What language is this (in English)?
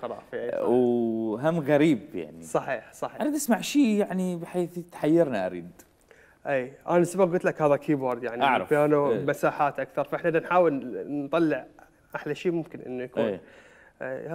Mesopotamian Arabic